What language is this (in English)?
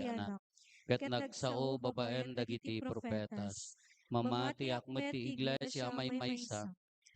Iloko